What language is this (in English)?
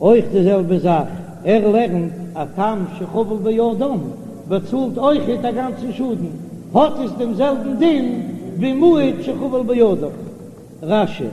Yiddish